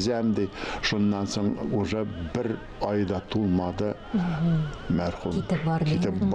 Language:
Tatar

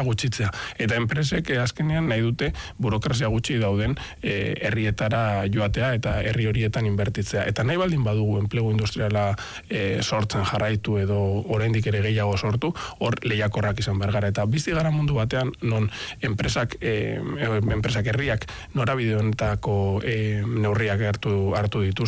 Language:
Basque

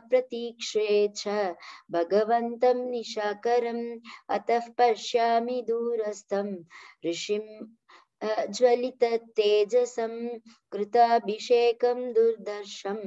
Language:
Sanskrit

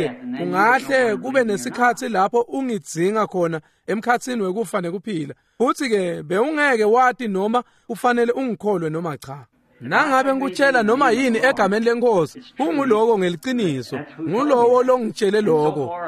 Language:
Swati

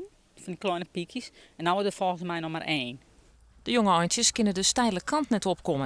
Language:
Western Frisian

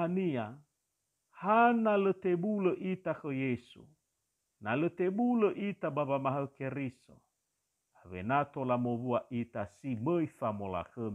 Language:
Nias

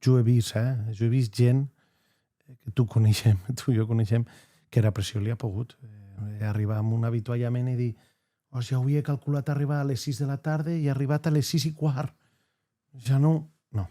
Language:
Occitan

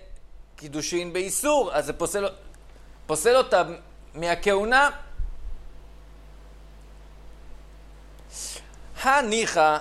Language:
Hebrew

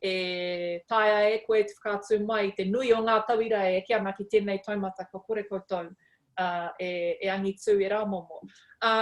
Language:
Māori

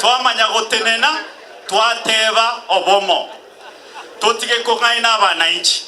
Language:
Gusii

